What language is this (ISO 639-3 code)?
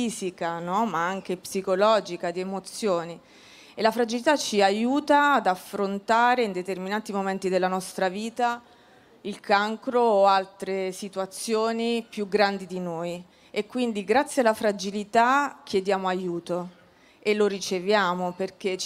ita